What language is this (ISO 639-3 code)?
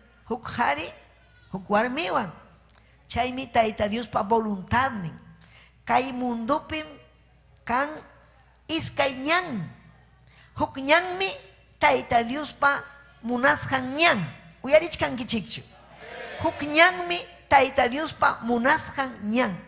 quy